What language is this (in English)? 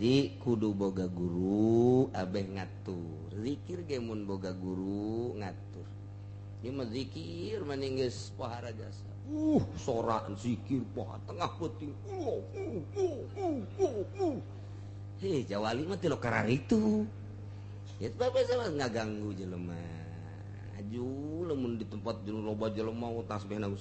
Sundanese